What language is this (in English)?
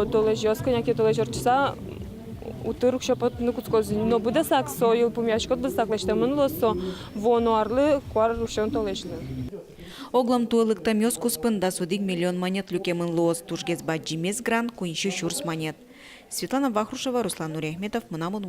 Udmurt